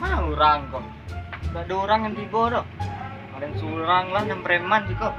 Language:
Minangkabau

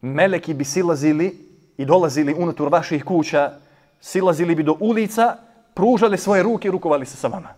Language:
Bosnian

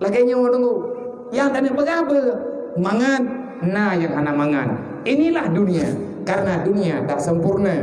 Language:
Achinese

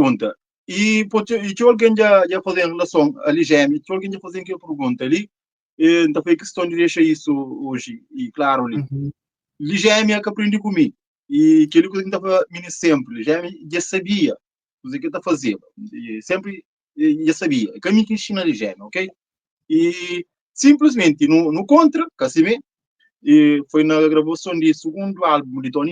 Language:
Kabuverdianu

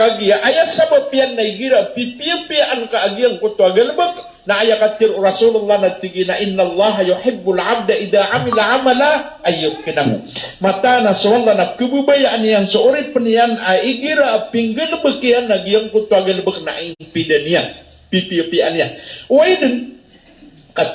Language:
Maranao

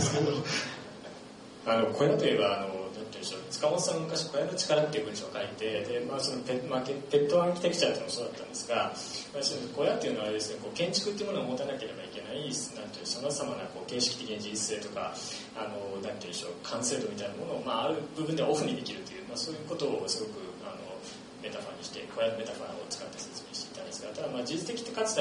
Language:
Japanese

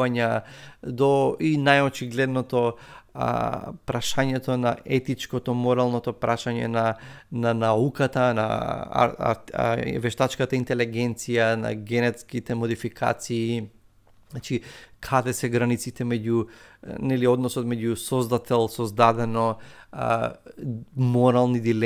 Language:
Macedonian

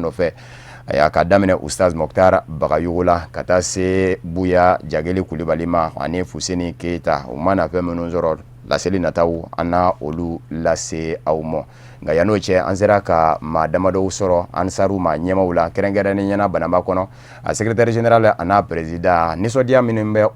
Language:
Bambara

